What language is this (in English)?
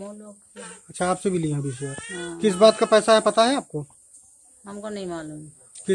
Hindi